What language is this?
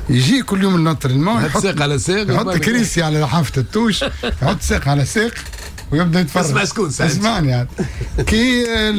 Tunisian Arabic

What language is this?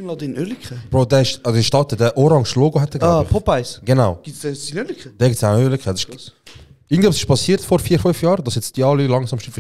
Swiss German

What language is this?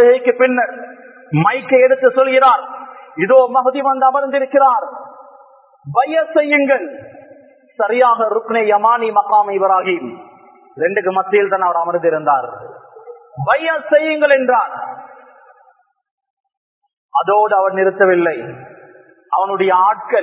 Tamil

